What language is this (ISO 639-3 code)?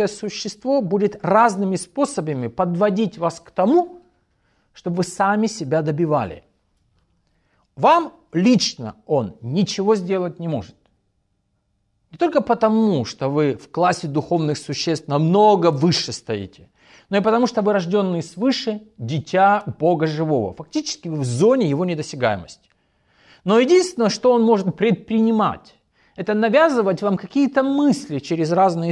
rus